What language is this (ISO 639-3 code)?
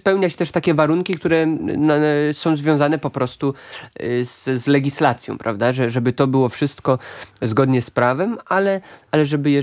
pol